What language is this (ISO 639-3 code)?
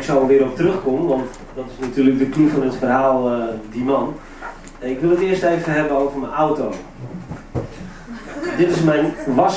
nld